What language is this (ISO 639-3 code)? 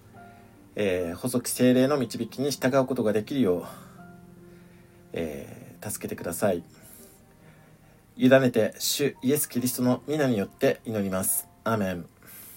jpn